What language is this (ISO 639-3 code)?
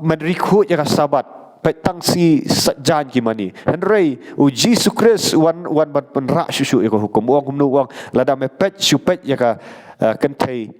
kha